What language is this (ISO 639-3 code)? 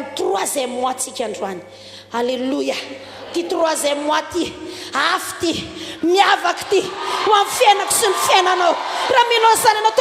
mlg